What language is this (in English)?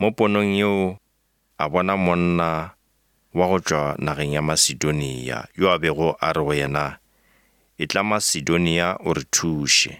Northern Sotho